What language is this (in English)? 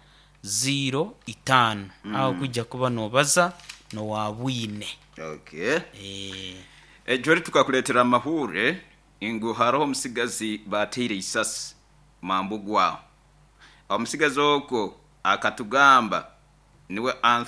Nyoro